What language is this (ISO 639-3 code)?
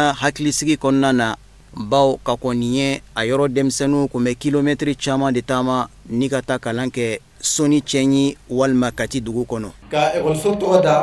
bam